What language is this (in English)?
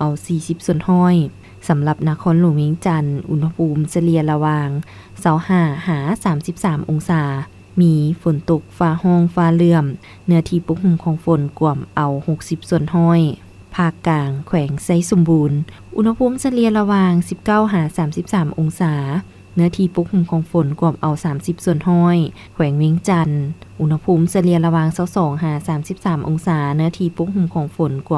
Lao